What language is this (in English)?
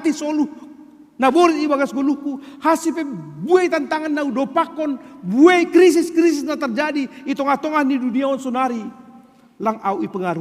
Batak Simalungun